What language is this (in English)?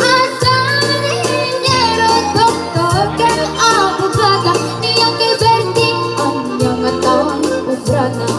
Iloko